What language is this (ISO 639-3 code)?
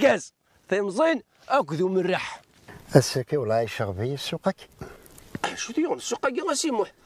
kab